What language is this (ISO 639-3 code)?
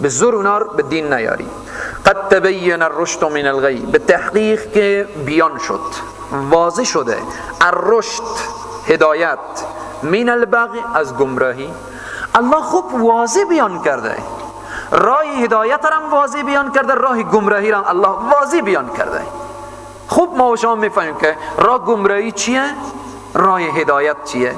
fas